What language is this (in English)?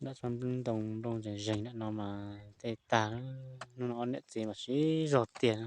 Hmong